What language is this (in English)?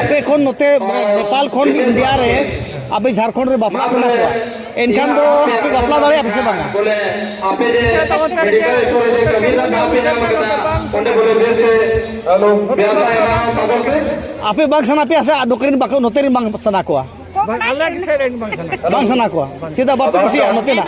Santali